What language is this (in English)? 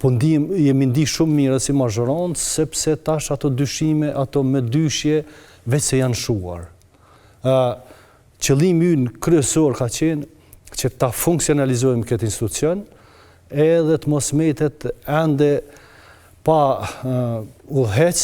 Albanian